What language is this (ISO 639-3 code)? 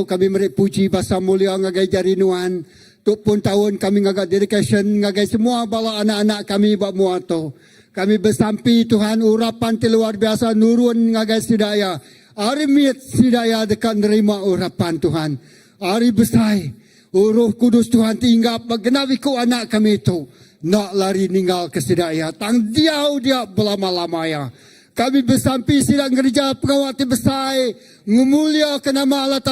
iba